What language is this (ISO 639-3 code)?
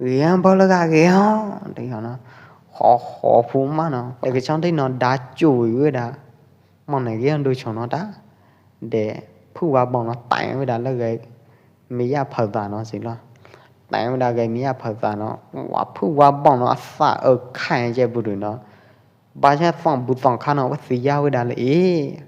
kjp